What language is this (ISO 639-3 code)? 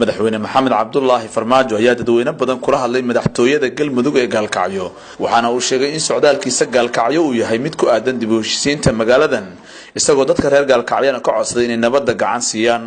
som